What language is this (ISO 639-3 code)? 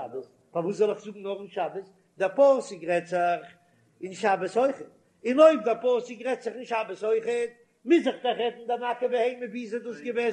yid